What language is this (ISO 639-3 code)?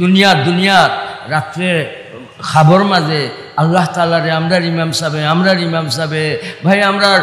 syl